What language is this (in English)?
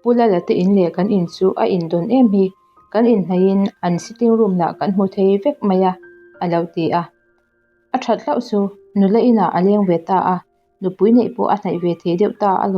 Mizo